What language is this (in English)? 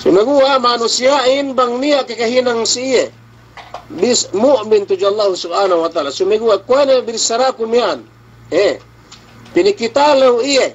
Yakan